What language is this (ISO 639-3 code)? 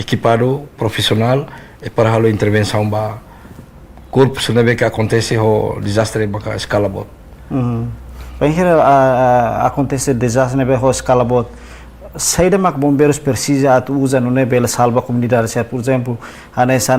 tet